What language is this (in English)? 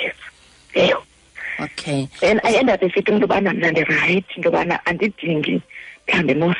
Xhosa